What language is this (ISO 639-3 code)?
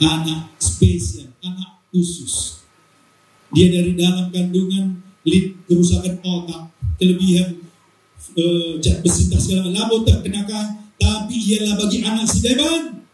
btx